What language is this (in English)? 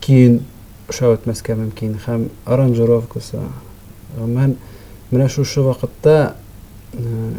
Tatar